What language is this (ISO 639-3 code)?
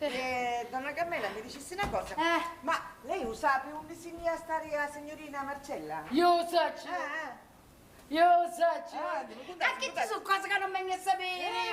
scn